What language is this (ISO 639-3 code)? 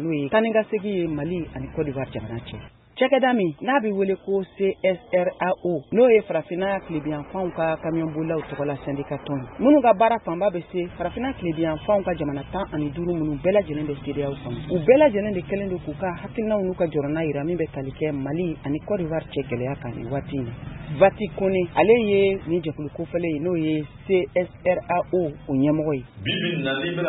bam